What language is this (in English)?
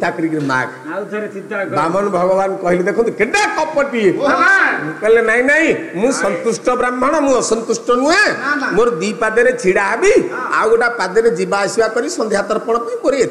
Odia